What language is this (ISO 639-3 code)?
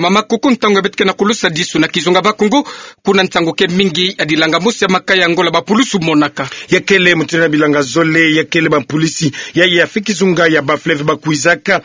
ktu